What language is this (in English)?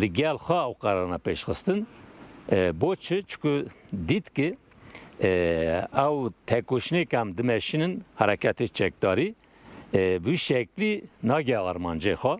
Kurdish